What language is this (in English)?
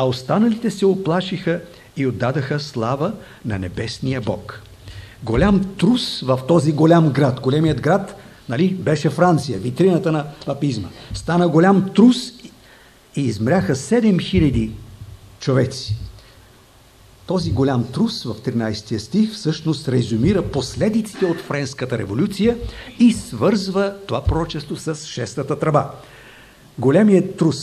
Bulgarian